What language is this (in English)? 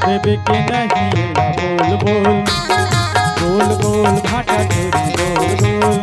Chhattisgarhi